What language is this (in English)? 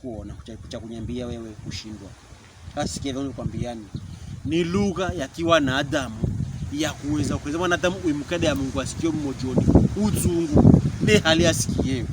Pokomo